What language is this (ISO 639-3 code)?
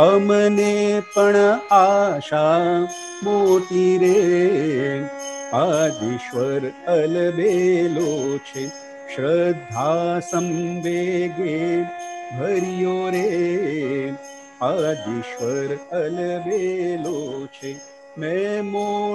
guj